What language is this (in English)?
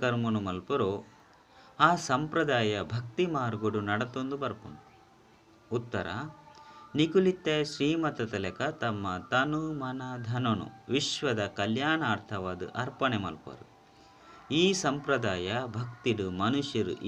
Tulu